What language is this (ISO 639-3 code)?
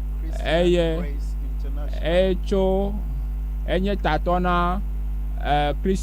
ewe